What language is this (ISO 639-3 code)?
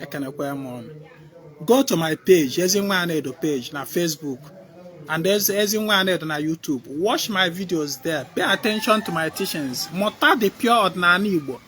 ibo